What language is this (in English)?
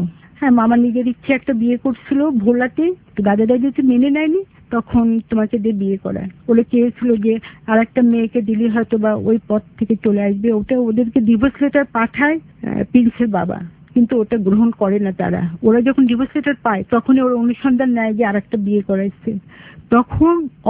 Bangla